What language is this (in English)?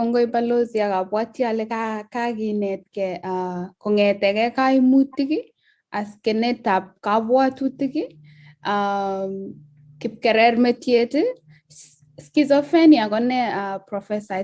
Kalenjin